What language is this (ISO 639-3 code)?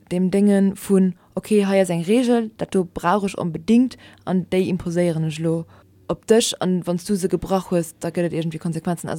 ltz